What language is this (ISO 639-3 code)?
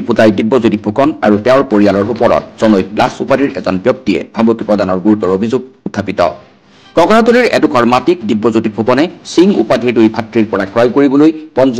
asm